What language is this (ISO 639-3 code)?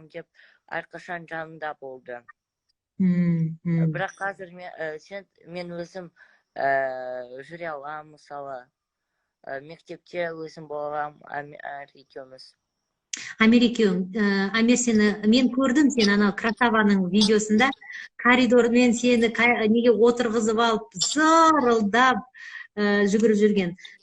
kaz